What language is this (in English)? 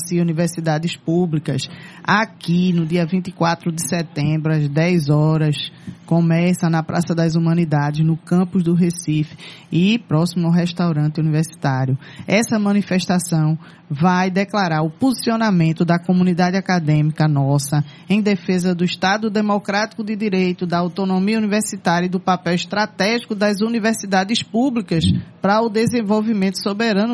Portuguese